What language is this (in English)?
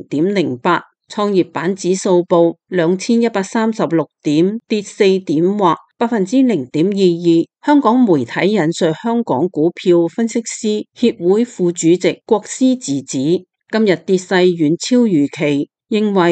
Cantonese